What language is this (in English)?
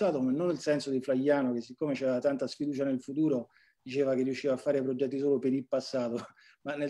Italian